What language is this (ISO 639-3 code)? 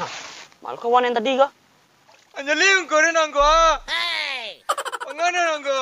min